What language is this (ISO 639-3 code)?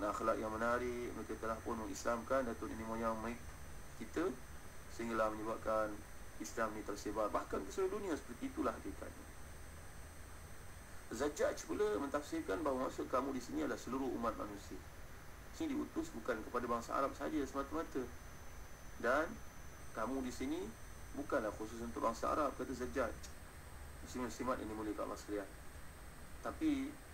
msa